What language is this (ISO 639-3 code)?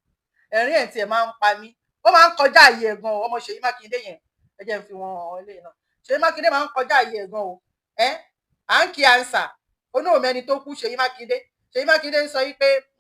yor